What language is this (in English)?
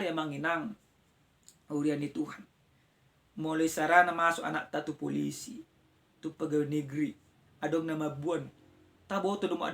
Batak Toba